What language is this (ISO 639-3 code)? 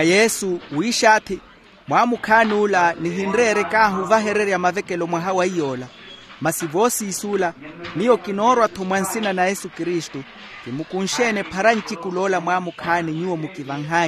vmw